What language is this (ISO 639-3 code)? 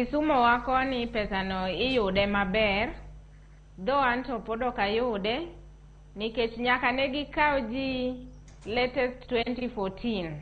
luo